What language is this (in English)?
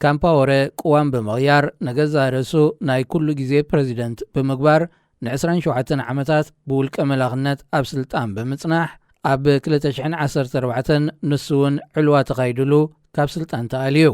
Tigrinya